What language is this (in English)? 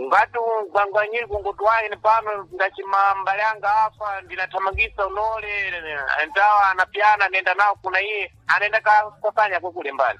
Sena